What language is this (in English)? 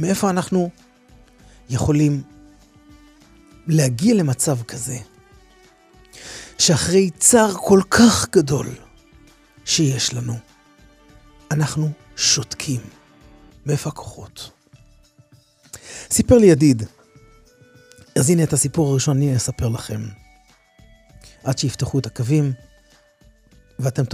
Hebrew